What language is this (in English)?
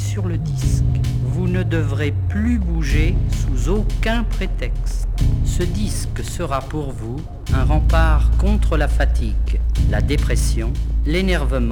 French